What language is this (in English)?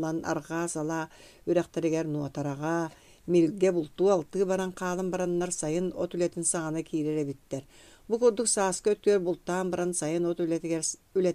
Yakut